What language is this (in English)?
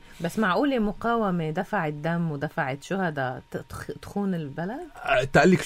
North Levantine Arabic